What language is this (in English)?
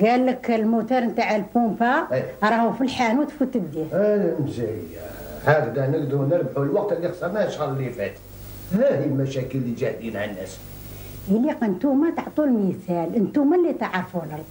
Algerian Arabic